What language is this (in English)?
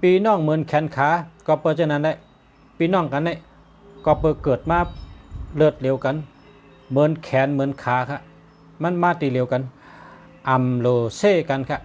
Shan